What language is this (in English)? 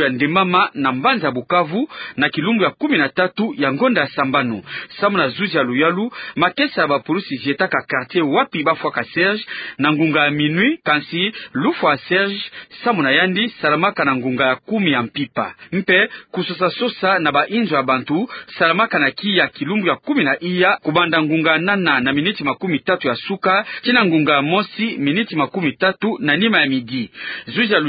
Kituba (Democratic Republic of Congo)